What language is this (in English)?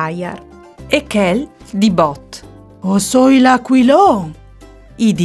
Friulian